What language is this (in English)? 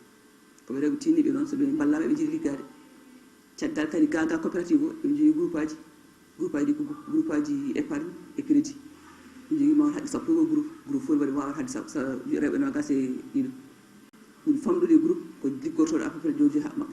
Fula